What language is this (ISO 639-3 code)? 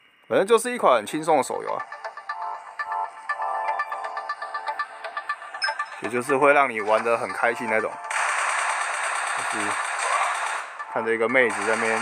zho